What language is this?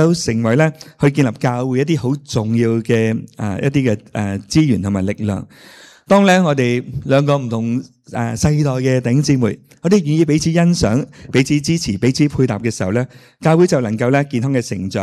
Cantonese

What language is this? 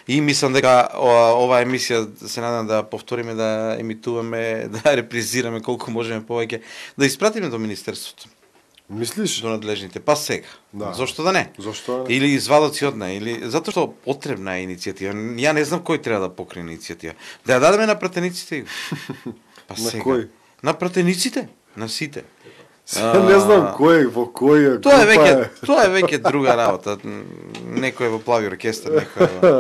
Macedonian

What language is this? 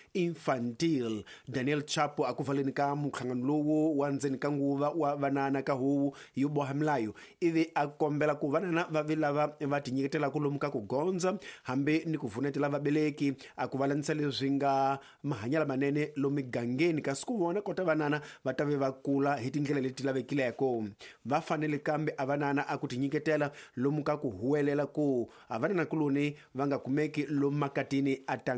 Tsonga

